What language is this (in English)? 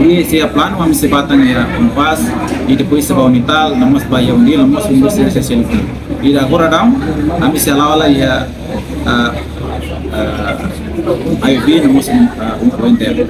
Tetum